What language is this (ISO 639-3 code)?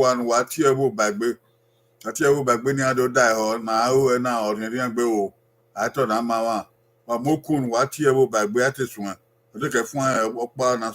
bin